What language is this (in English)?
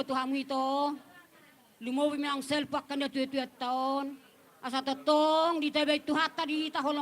Batak Toba